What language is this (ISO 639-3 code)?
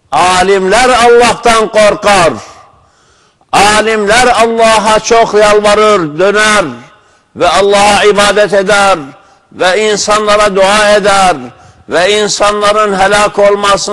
tur